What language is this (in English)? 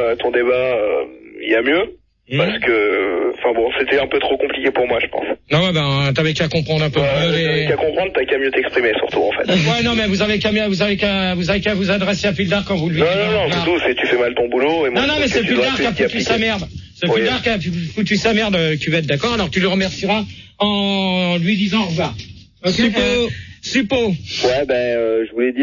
French